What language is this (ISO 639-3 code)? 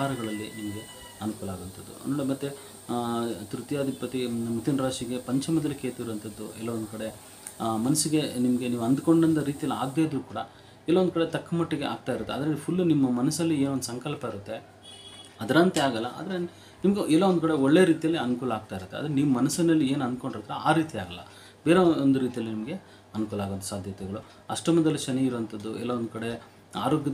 kan